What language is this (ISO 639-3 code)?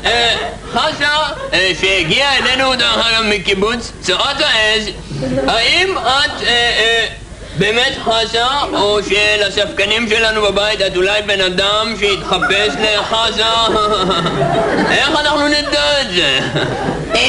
heb